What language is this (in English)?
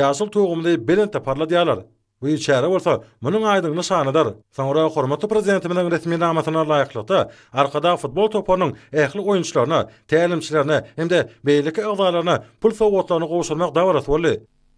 Turkmen